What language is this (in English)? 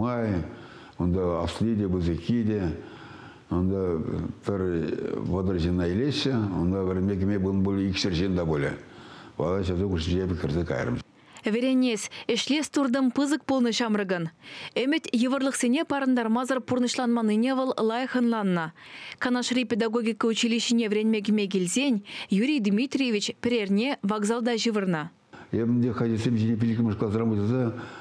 Chuvash